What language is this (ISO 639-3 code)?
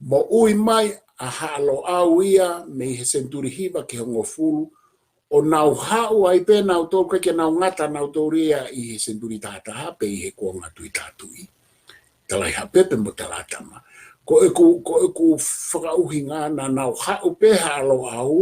ton